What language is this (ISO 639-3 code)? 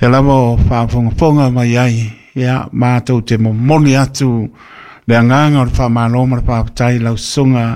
smo